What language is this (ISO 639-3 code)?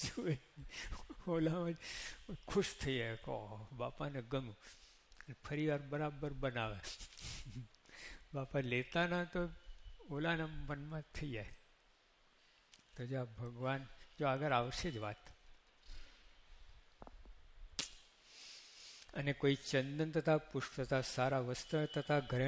guj